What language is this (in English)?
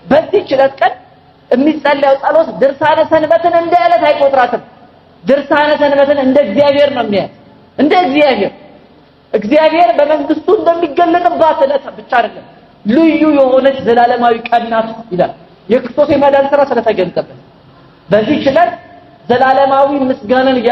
Amharic